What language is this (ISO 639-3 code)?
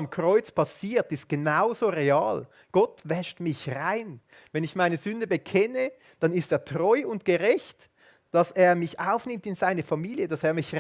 gsw